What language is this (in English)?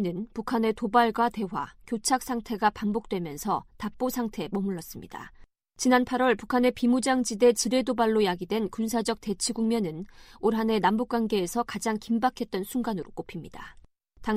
Korean